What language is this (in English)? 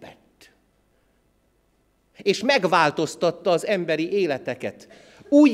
Hungarian